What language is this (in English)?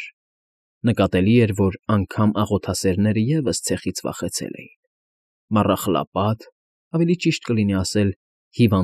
Armenian